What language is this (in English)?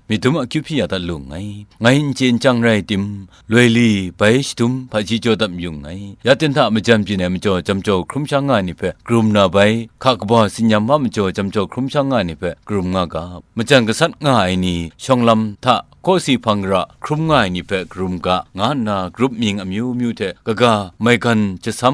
Kachin